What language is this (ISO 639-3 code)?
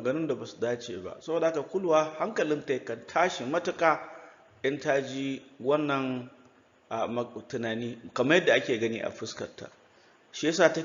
hau